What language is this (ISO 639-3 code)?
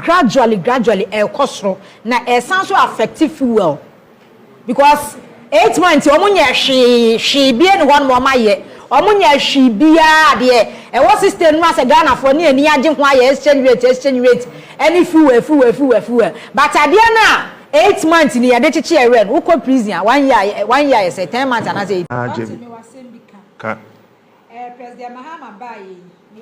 aka